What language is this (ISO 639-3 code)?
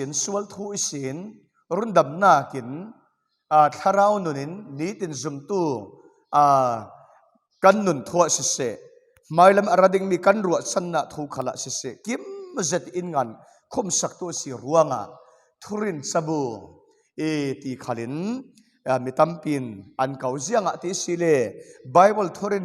cfm